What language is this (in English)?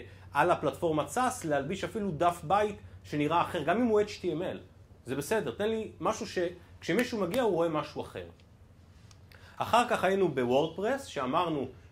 Hebrew